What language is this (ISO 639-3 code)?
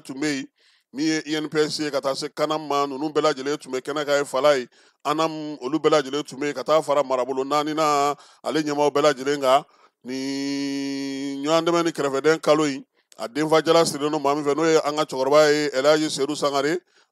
bam